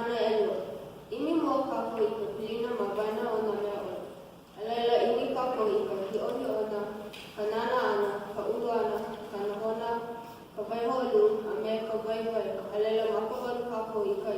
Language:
Hawaiian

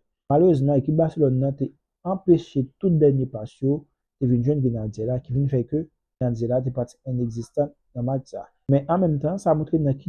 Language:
Haitian Creole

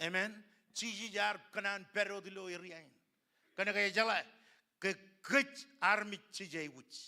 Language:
Marshallese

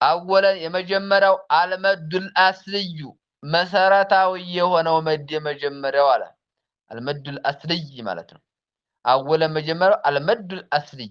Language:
Amharic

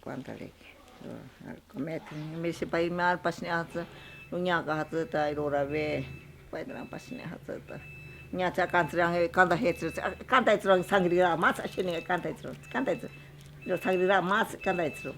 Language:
Ashéninka Perené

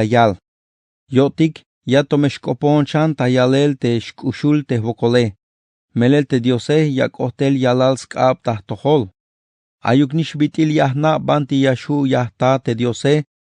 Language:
Tzeltal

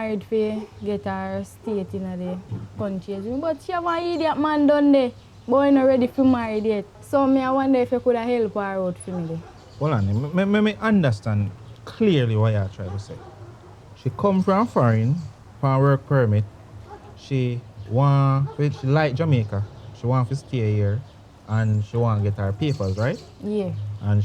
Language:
Jamaican Creole English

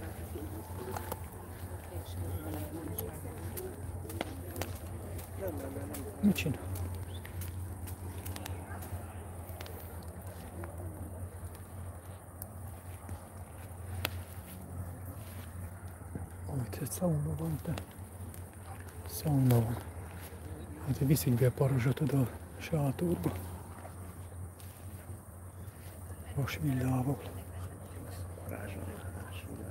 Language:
Hungarian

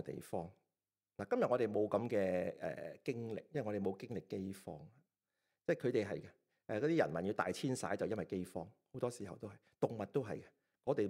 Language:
Cantonese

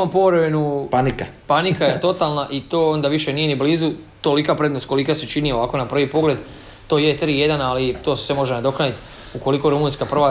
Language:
Croatian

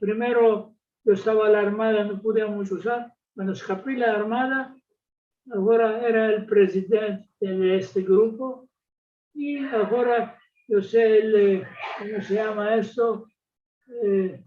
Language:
Ladino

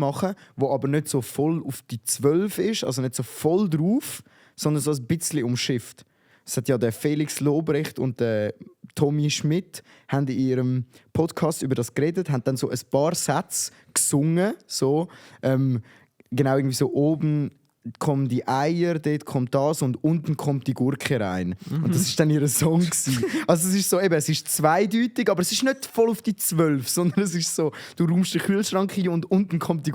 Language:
Swiss German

